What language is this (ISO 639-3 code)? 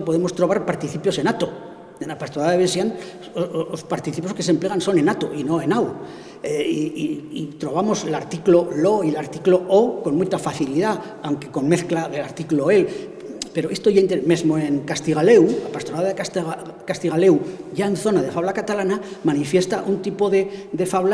arg